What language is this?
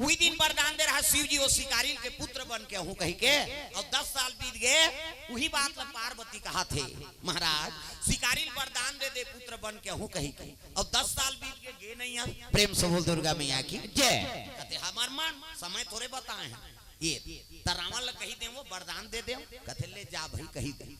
Chhattisgarhi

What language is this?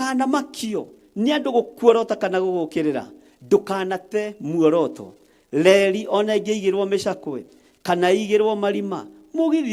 Kikuyu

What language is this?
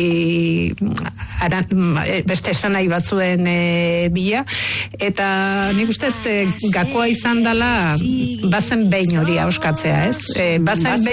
Basque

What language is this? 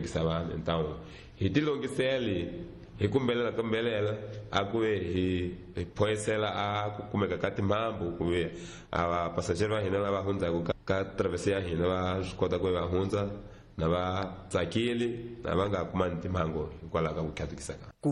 Tsonga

